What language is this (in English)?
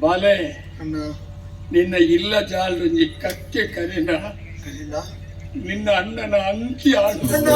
Tulu